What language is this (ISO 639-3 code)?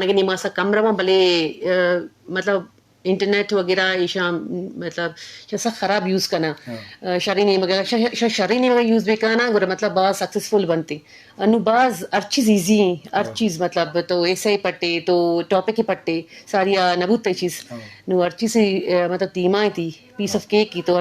bal